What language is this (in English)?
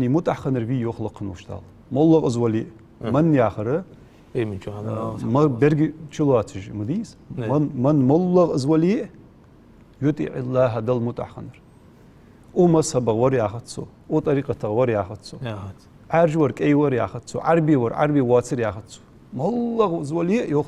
Ingush